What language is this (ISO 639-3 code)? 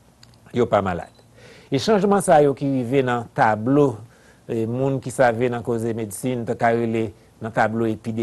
hat